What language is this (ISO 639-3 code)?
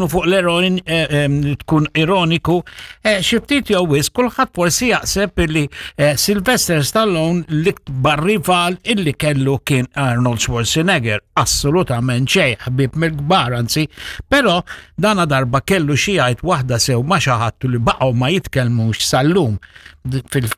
mlt